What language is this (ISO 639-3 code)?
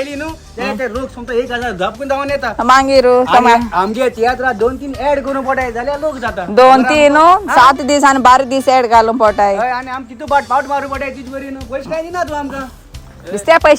kok